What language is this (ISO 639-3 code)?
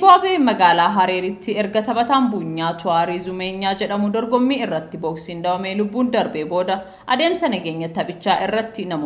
orm